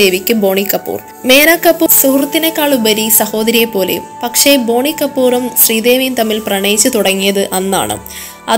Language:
Malayalam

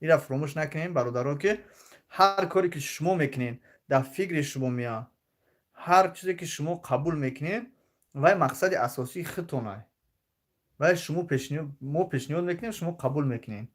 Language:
Tajik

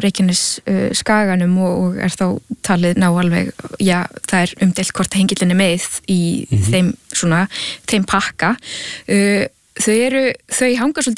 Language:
Icelandic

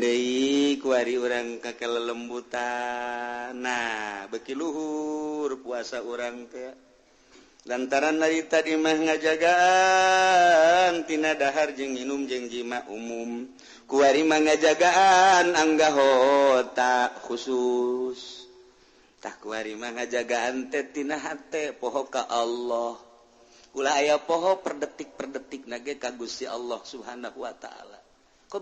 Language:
Sundanese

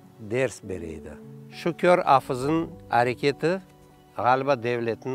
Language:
Crimean Tatar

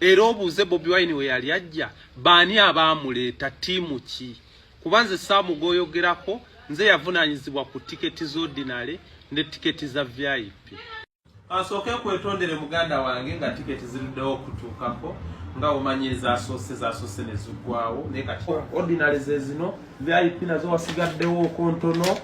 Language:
Ganda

